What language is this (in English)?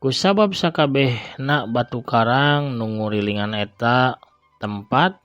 Sundanese